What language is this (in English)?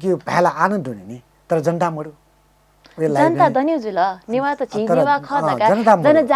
Newari